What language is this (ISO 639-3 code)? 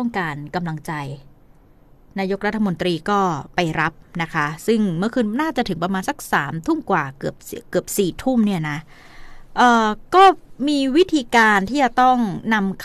tha